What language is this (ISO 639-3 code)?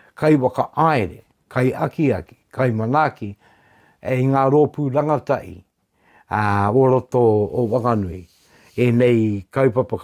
mri